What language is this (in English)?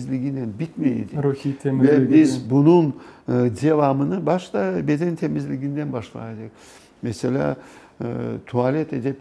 Crimean Tatar